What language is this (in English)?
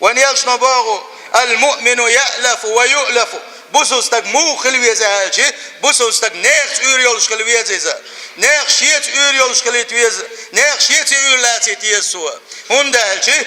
Chechen